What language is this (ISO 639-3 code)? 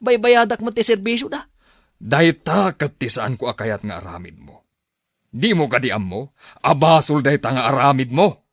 ilo